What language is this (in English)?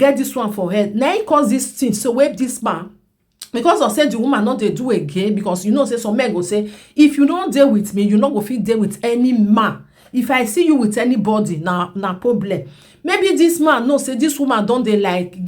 Nigerian Pidgin